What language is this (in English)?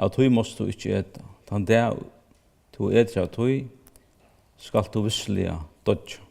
Faroese